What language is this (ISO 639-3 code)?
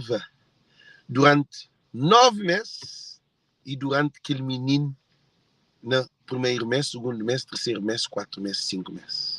kea